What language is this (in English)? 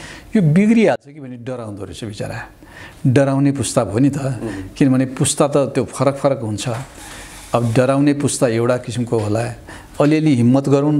Nepali